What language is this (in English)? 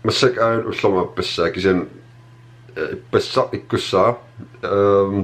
Kalaallisut